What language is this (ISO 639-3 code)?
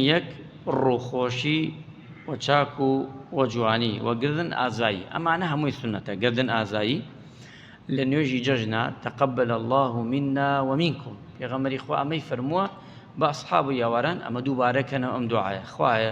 ckb